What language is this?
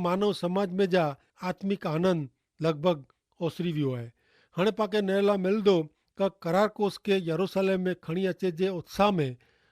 Kachhi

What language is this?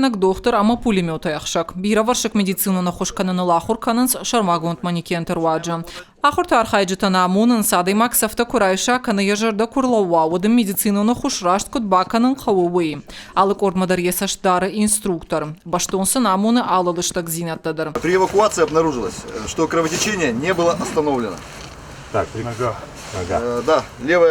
Ossetic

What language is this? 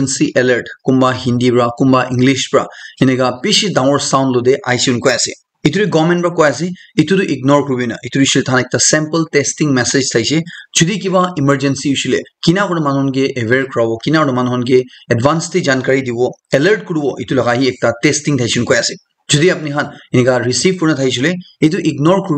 Naga Pidgin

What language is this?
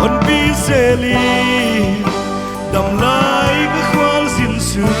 Paite Chin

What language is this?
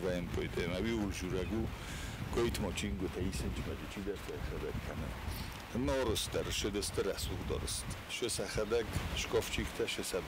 Ossetic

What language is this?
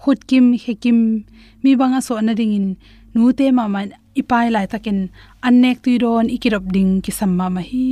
Tedim Chin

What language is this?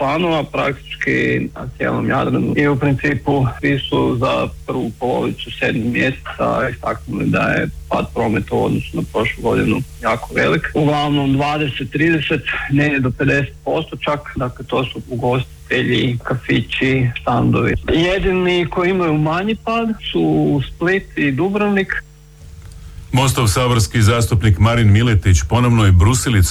Croatian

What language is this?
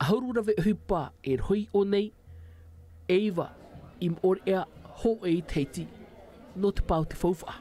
Tahitian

